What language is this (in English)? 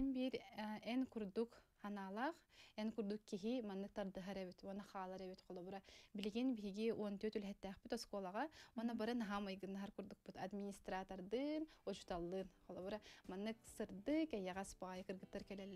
Yakut